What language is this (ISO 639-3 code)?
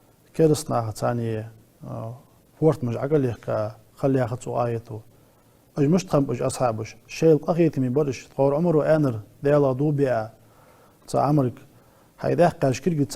inh